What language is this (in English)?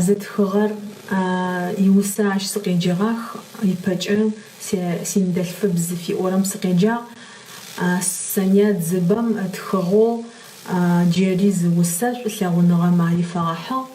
Adyghe